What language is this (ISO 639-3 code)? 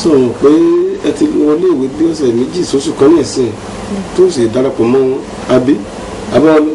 yor